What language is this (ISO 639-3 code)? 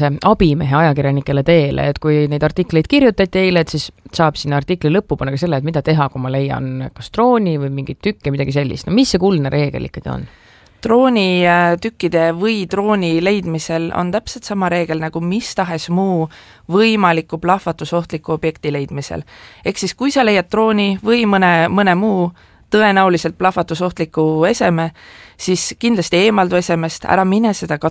est